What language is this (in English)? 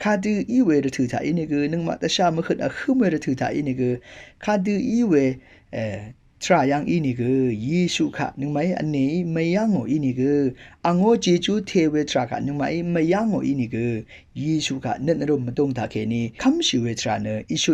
Rawang